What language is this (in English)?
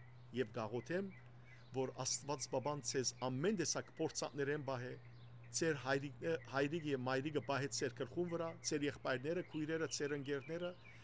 Western Armenian